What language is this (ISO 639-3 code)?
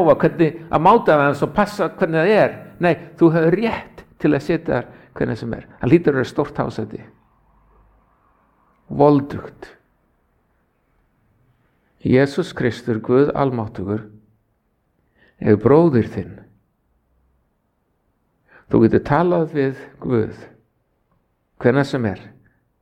isl